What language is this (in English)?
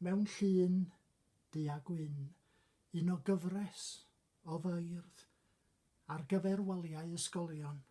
Welsh